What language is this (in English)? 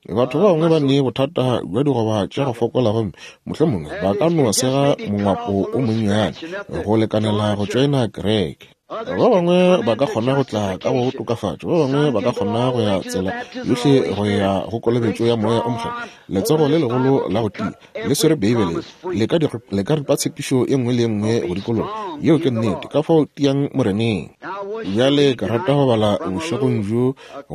Northern Sotho